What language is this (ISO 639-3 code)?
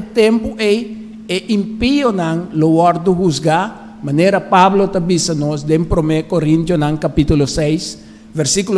pap